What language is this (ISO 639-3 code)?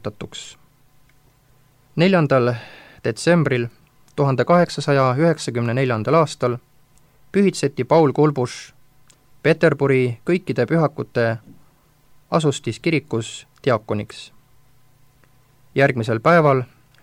est